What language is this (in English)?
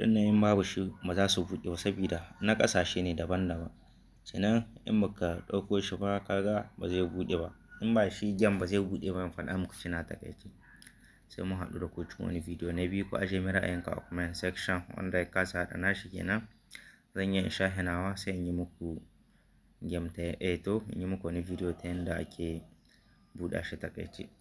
Hausa